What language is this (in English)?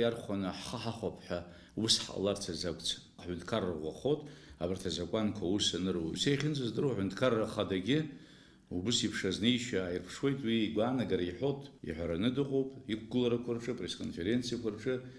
Abkhazian